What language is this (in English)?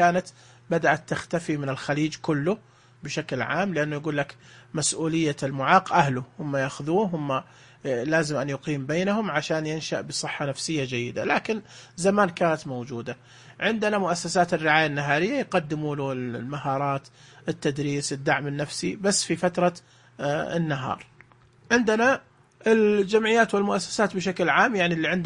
Najdi Arabic